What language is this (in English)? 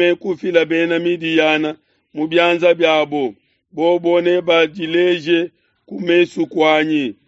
Luba-Lulua